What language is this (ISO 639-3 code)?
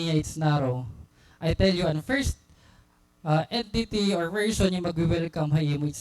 war